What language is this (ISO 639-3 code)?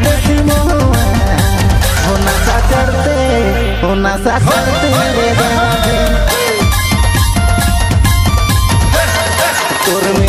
sck